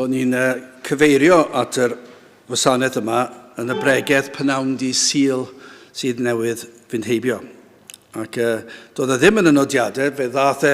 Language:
Welsh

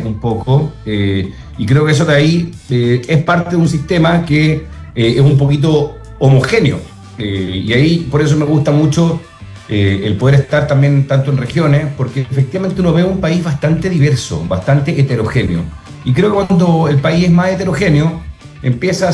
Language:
Spanish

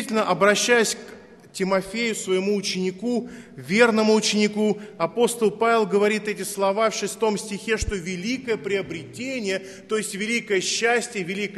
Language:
Russian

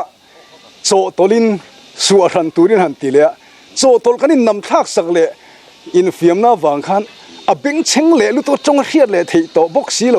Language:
Mizo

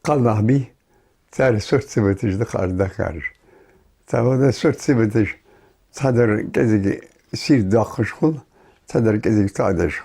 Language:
Ingush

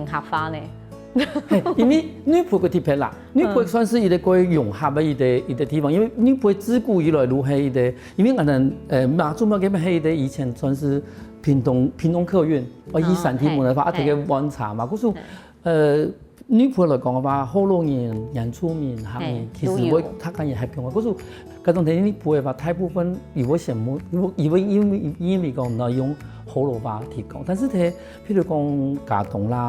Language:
Hakka Chinese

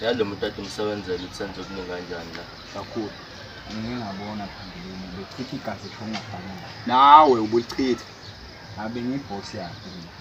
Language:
Zulu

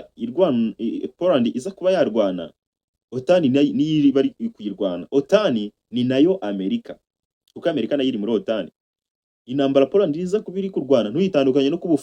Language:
Kinyarwanda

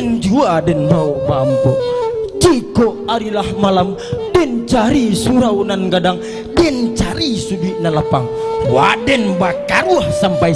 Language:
Minangkabau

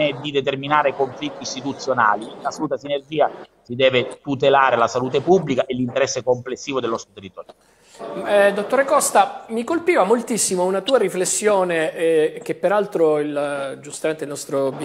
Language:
Italian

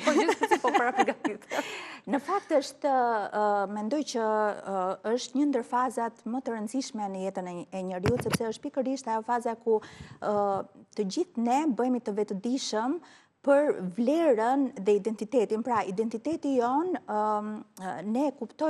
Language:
Albanian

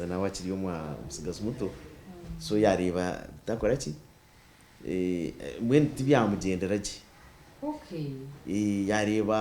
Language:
Nyankole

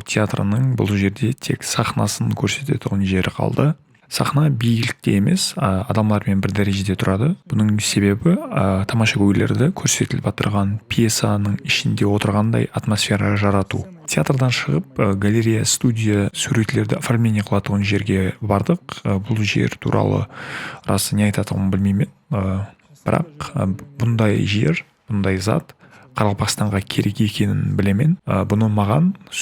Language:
Kara-Kalpak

